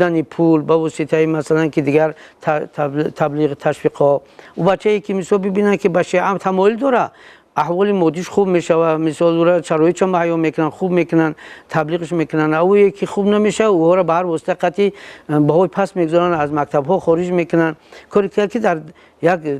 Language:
Tajik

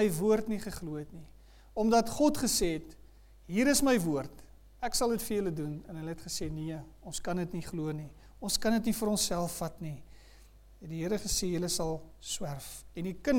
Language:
Afrikaans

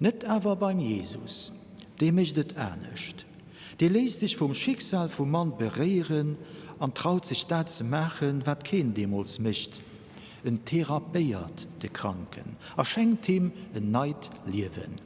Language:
Luxembourgish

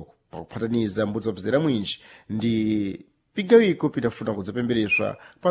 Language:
Sena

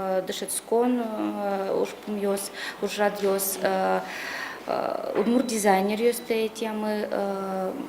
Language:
Udmurt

